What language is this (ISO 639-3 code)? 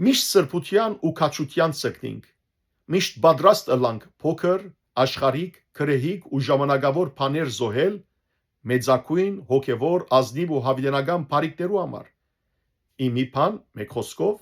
hyw